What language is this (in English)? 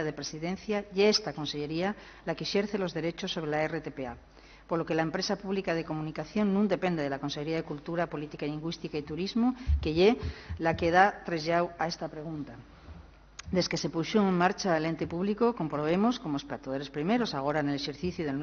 Asturian